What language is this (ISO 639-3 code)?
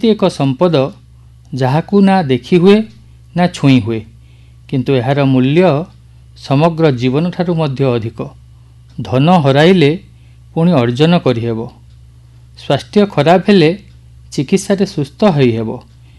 ori